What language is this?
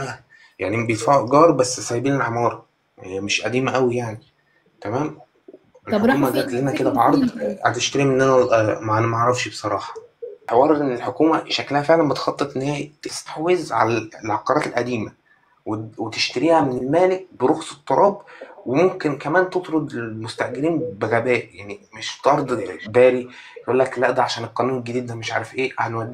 Egyptian Arabic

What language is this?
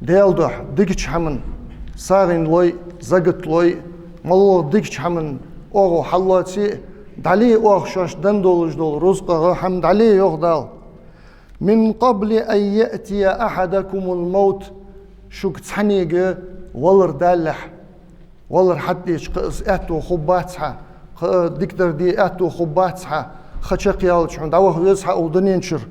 Ingush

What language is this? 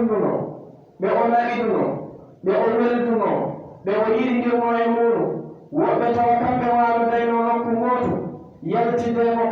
Pular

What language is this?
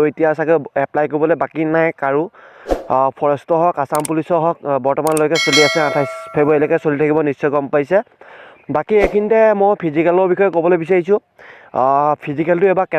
Assamese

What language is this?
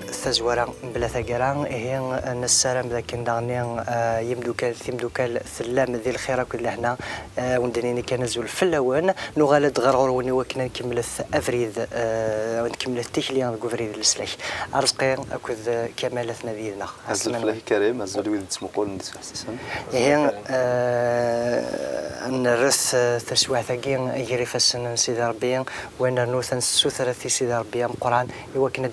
Kabyle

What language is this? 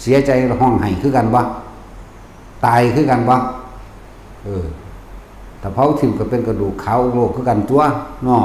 Lao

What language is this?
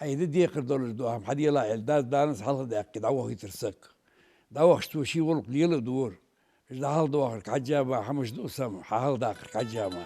Ingush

